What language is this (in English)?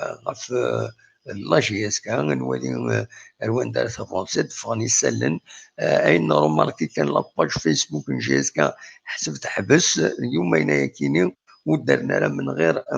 Kabyle